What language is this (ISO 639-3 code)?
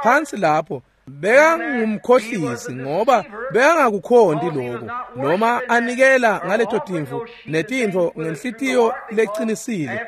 ssw